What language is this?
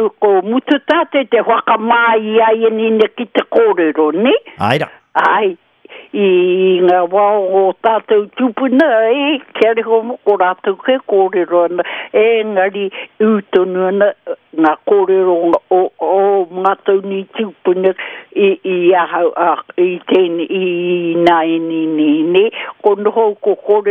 Māori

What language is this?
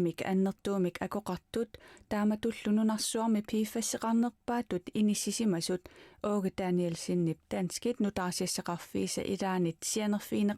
Kalaallisut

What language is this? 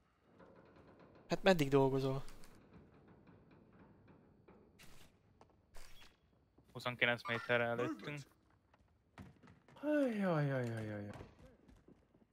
Hungarian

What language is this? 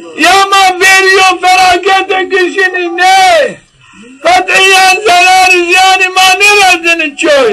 Zaza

